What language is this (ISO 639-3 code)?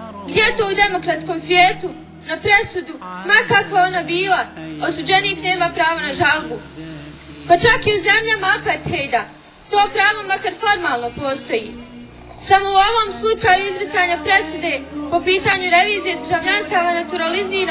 bos